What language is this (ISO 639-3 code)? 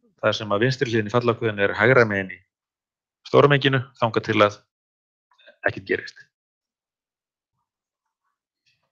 isl